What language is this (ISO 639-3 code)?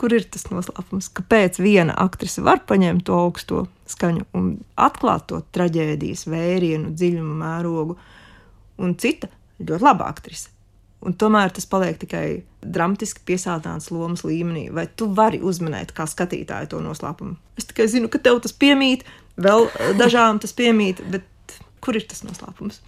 lav